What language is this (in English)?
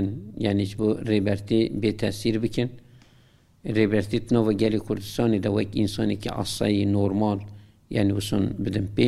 Kurdish